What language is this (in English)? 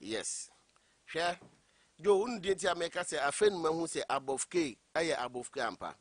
Akan